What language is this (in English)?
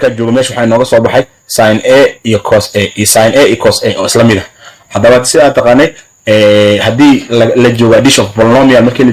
Somali